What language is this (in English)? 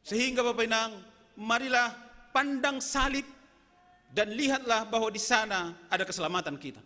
Batak Simalungun